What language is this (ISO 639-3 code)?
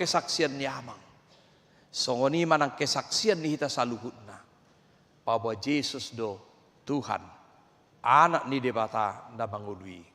bbc